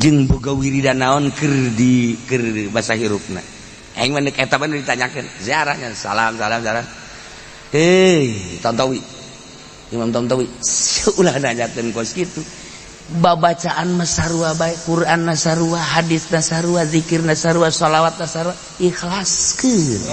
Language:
Sundanese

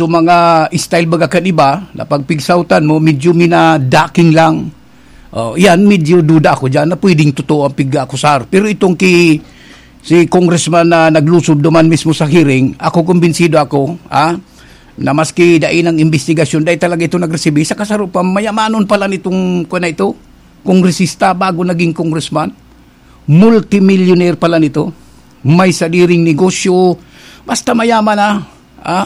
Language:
Bikol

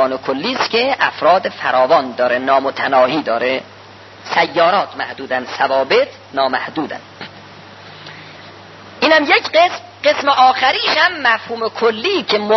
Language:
Persian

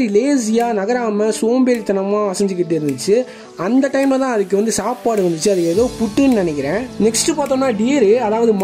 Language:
Tamil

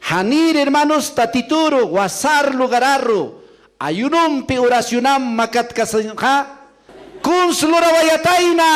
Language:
Aymara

